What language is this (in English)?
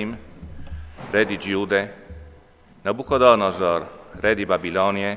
Friulian